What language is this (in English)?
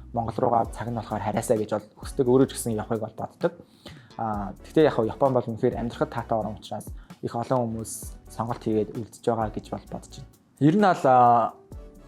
Mongolian